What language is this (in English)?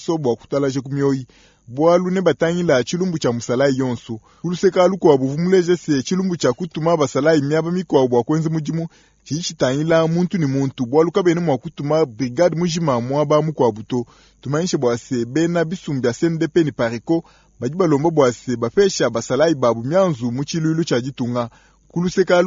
Luba-Lulua